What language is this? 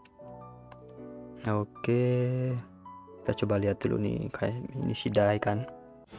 Indonesian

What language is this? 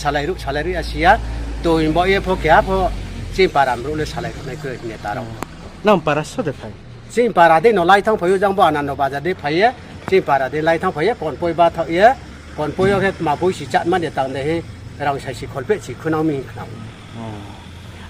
Riang (India)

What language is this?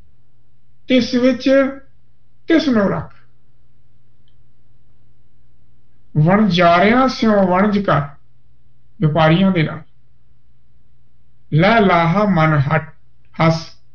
Punjabi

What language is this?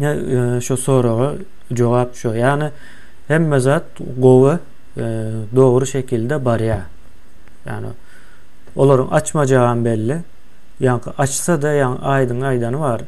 Turkmen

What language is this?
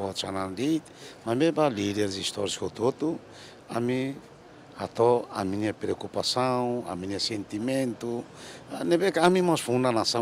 Tetum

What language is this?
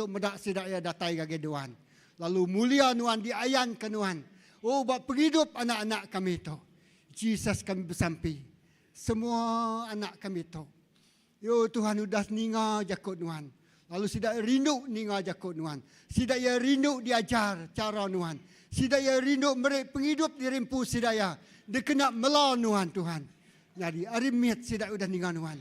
Iban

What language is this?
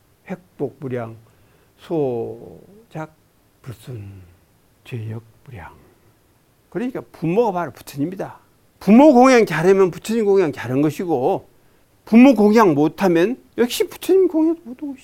Korean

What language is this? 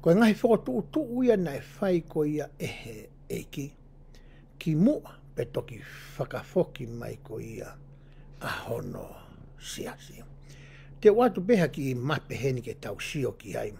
Tongan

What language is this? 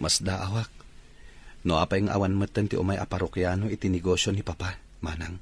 Iloko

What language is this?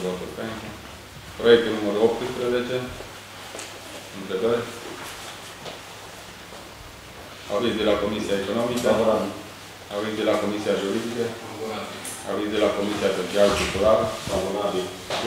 Romanian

